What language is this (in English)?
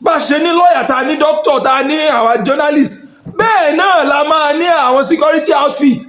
Yoruba